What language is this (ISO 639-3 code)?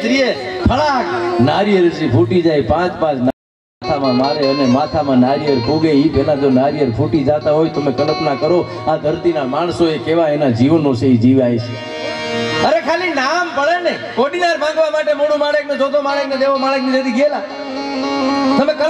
guj